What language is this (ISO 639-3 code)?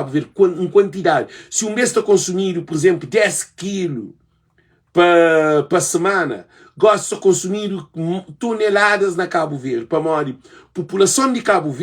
kea